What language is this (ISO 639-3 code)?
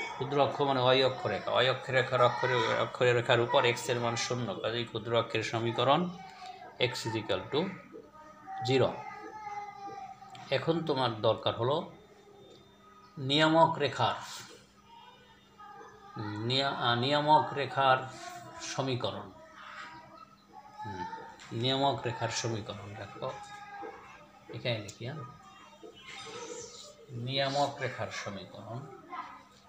ben